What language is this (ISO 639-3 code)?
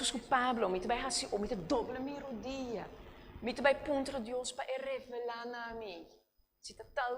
pap